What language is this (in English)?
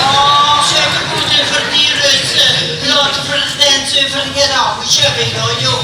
Limburgish